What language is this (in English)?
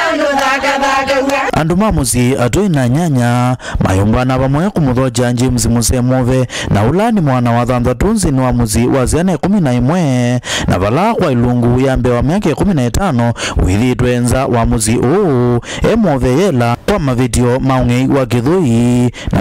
Kamba